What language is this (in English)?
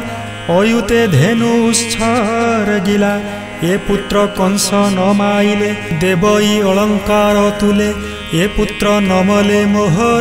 Odia